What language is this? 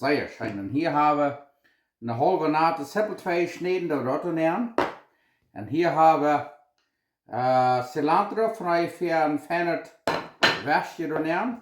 Plautdietsch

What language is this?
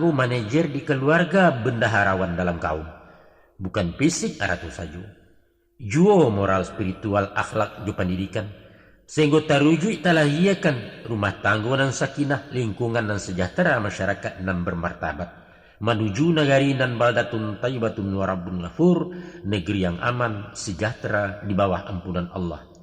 Minangkabau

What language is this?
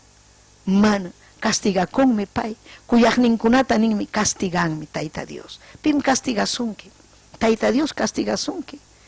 Ayacucho Quechua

